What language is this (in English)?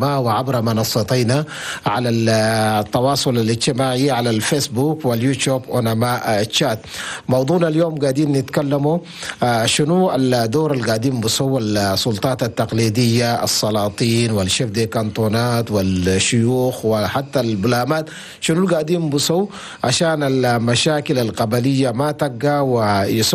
Chadian Arabic